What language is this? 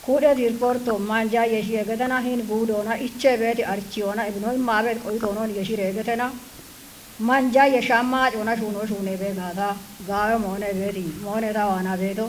Kafa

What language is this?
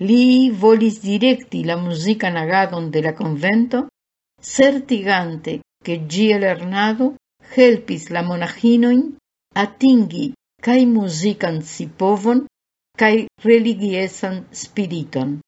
Esperanto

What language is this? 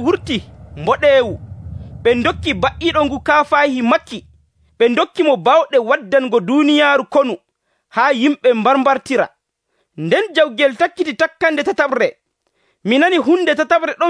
Nigerian Fulfulde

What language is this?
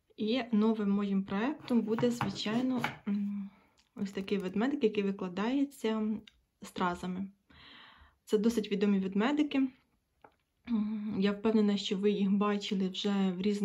Ukrainian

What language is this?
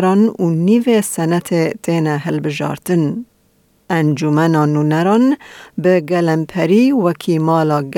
Kurdish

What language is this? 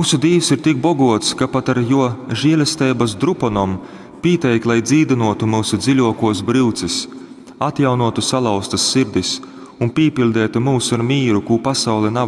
Latgalian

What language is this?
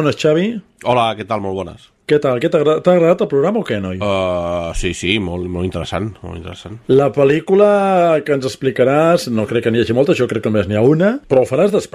Catalan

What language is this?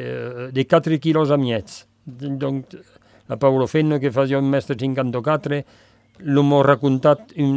Occitan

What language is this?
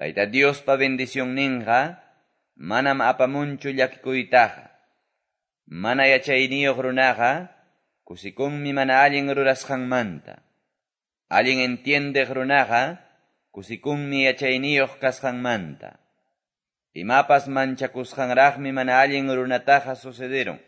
Quechua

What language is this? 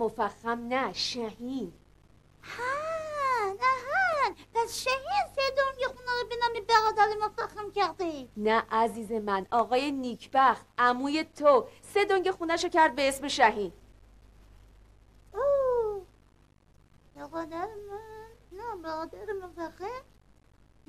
Persian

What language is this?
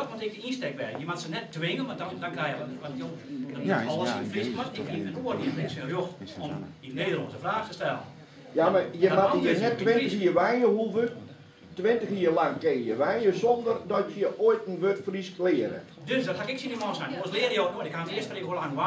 Western Frisian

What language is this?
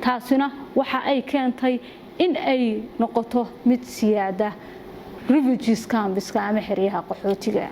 Somali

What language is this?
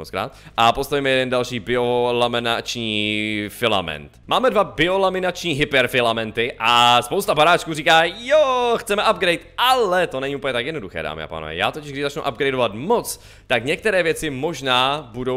Czech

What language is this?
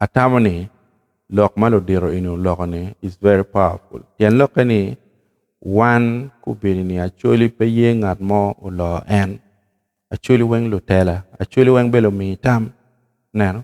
Acoli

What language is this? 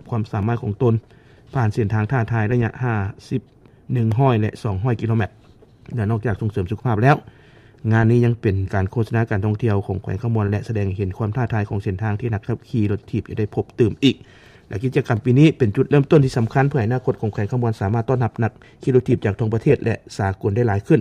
Lao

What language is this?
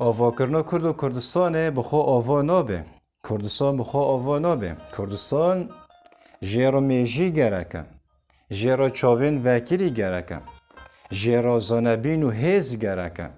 Kurdish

